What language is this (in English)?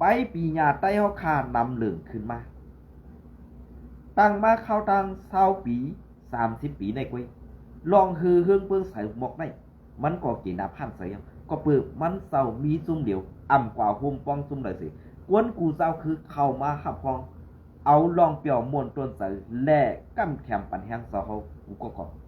Shan